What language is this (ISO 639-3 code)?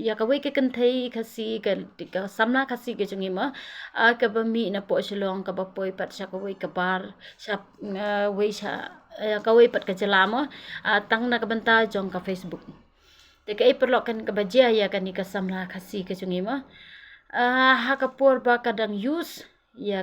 kha